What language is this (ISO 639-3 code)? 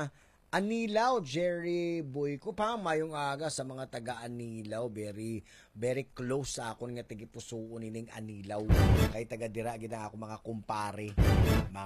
hil